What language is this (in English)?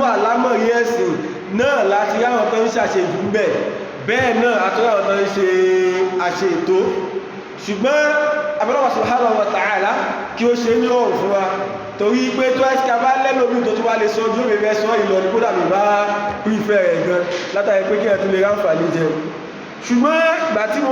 Yoruba